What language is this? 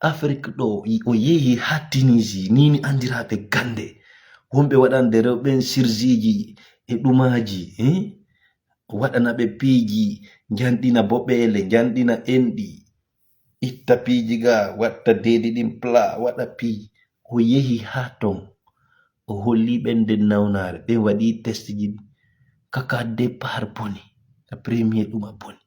Fula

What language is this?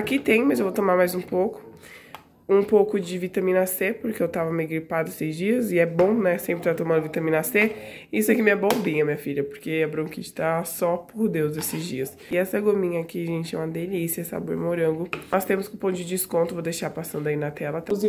Portuguese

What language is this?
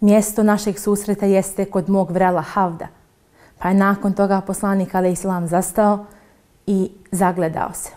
Bosnian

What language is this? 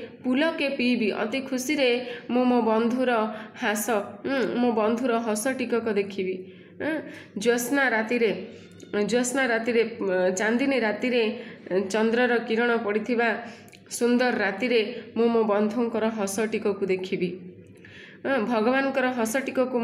Odia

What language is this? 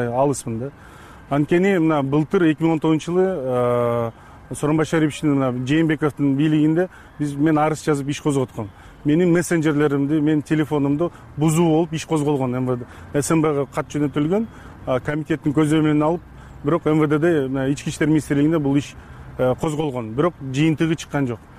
Kyrgyz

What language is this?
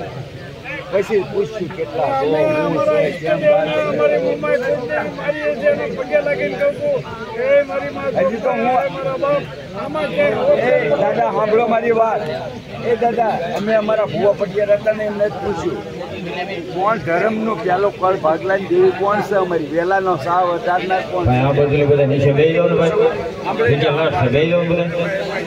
Gujarati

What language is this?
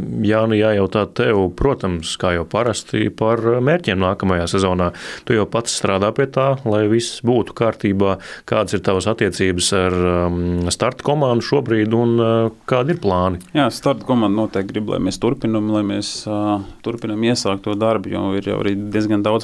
Latvian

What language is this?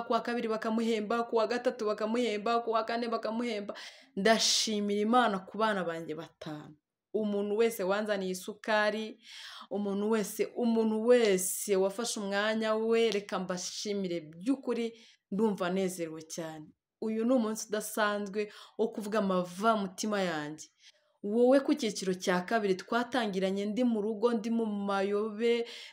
Kinyarwanda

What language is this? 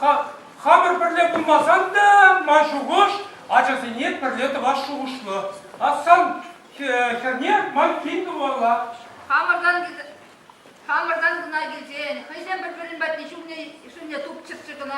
Chuvash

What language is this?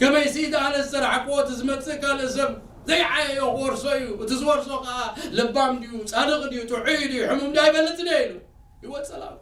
Tigrinya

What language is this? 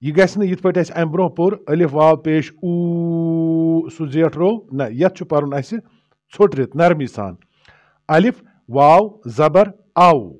Kashmiri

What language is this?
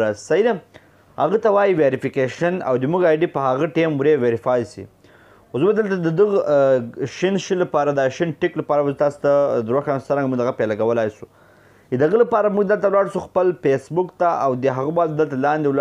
Pashto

